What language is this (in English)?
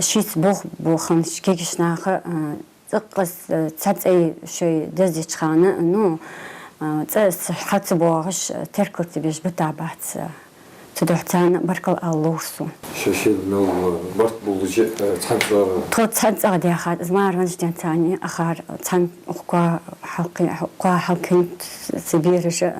Ingush